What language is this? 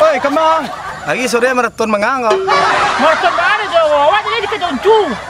Minangkabau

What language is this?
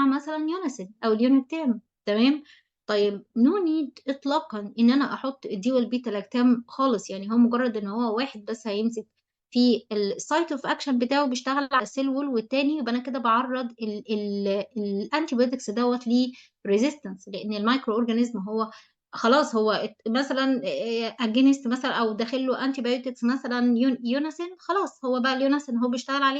Egyptian Arabic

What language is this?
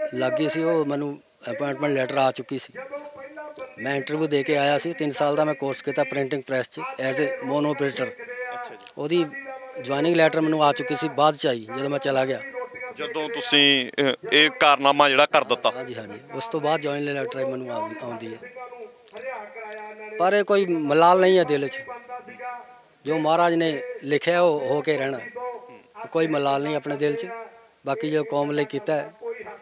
Punjabi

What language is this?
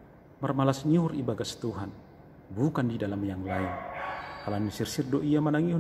Batak Simalungun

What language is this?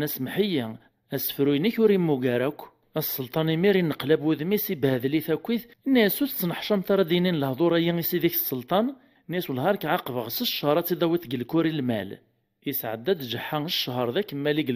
Kabyle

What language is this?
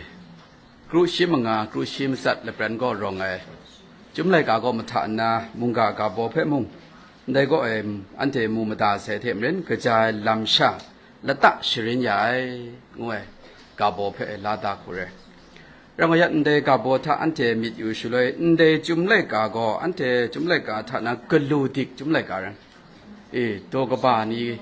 Kachin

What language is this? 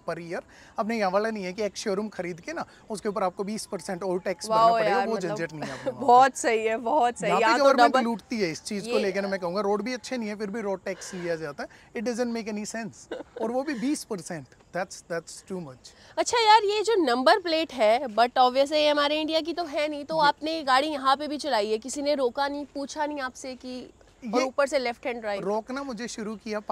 Hindi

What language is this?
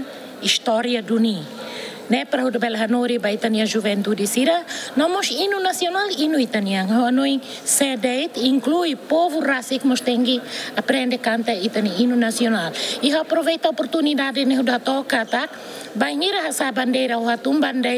Tetum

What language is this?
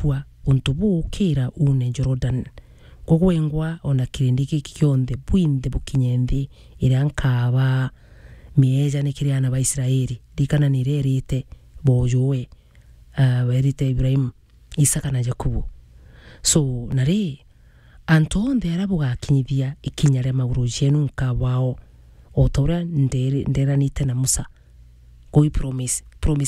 Meru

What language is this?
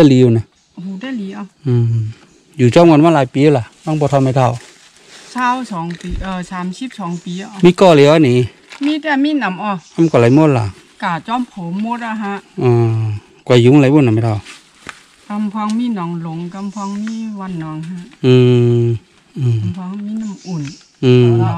Shan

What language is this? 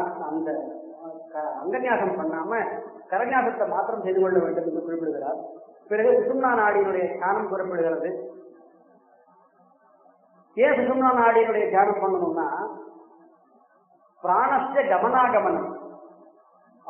Tamil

